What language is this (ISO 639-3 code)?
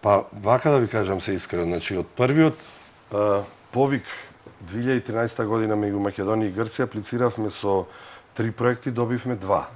mkd